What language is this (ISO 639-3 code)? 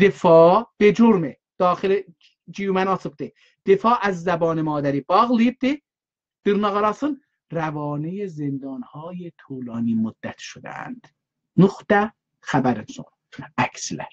azb